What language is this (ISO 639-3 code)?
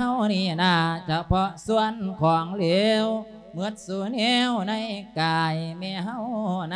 lao